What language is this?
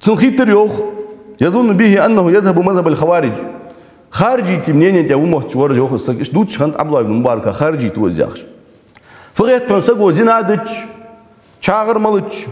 Ingush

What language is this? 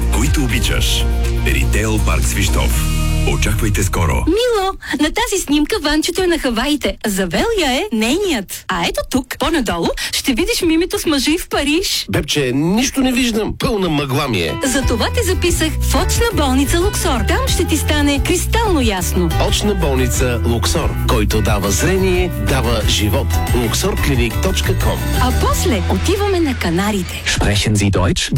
Bulgarian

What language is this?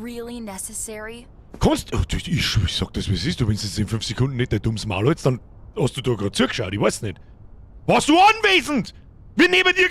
Bavarian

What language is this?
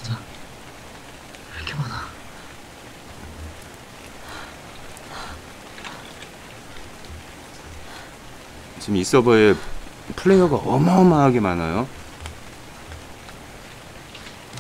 Korean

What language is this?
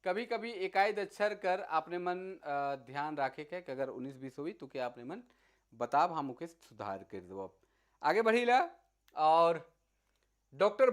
Sadri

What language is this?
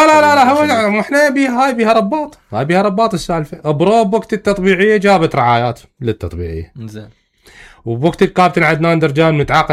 Mesopotamian Arabic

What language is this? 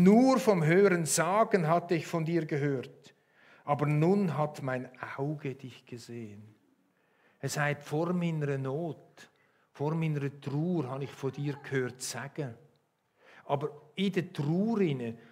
Swiss German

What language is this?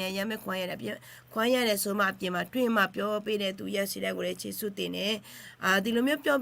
Akha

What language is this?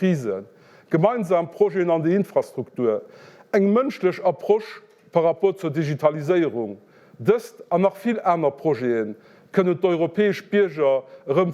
Luxembourgish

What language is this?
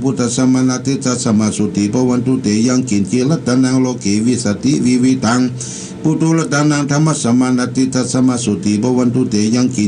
Pali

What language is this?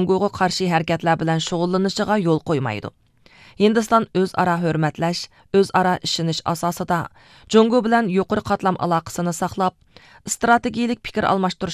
Uyghur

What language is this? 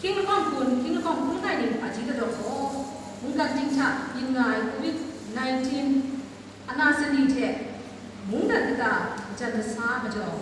Kachin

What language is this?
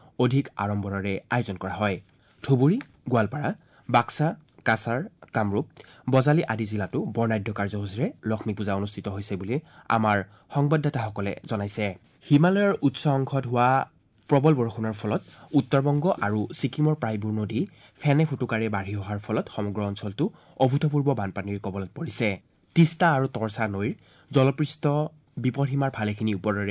Assamese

